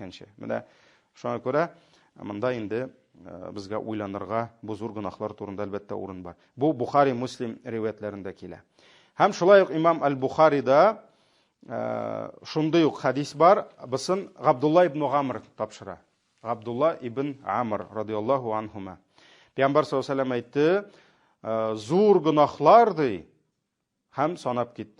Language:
Tatar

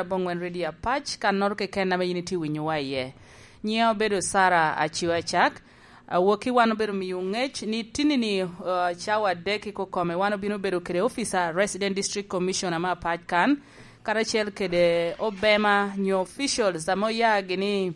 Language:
Lango (Uganda)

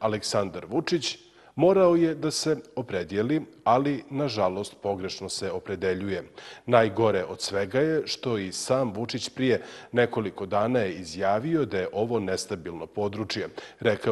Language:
Bosnian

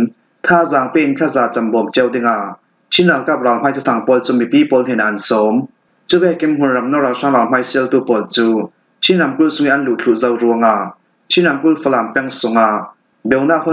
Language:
Falam Chin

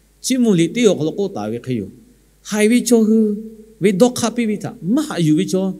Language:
Lahu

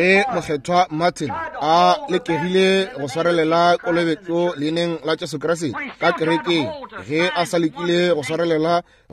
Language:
Northern Sotho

